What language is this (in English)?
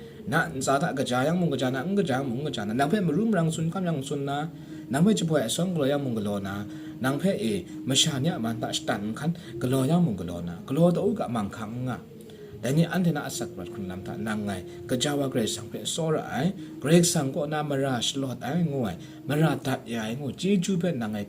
Kachin